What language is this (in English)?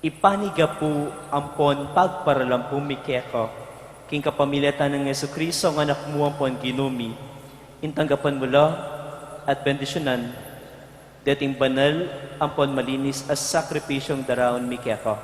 Pampanga